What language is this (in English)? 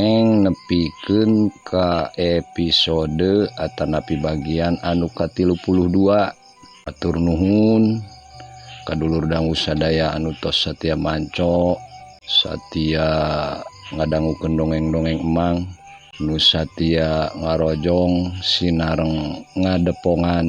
Sundanese